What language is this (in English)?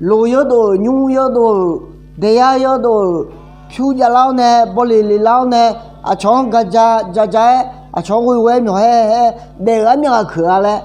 Akha